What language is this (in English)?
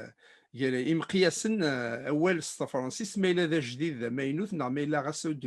Kabyle